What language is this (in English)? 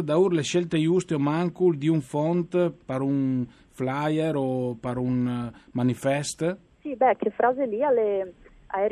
Friulian